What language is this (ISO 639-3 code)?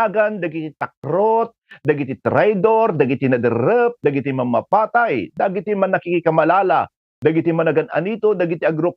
ilo